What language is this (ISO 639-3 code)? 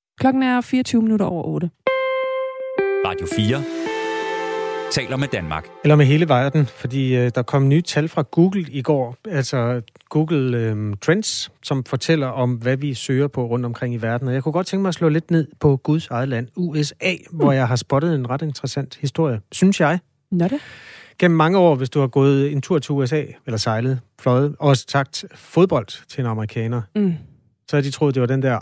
dan